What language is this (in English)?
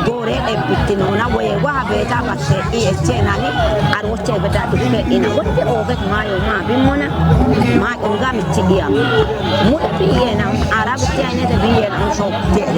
Kafa